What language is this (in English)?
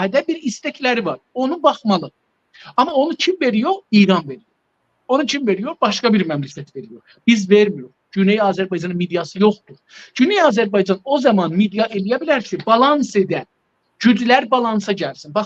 South Azerbaijani